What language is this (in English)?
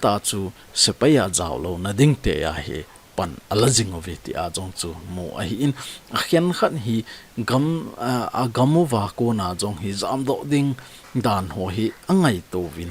Thado Chin